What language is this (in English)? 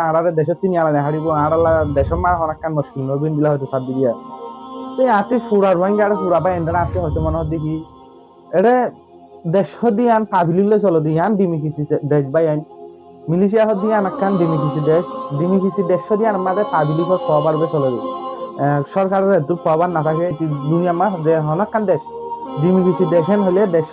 Rohingya